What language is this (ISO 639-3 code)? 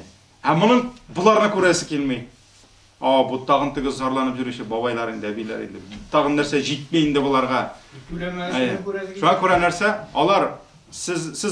tat